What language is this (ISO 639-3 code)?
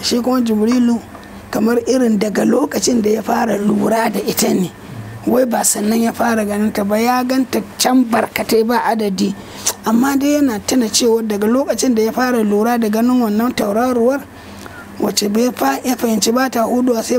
hau